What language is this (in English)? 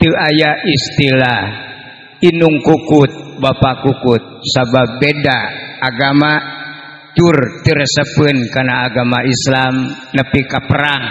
Sundanese